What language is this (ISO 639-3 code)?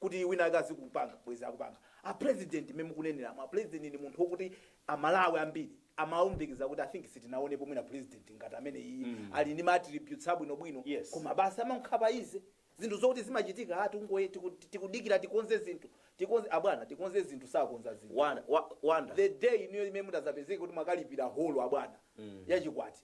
nya